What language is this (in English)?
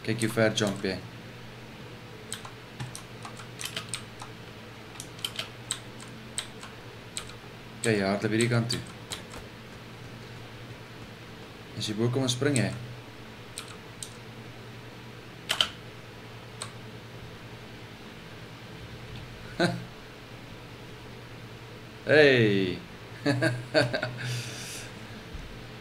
Afrikaans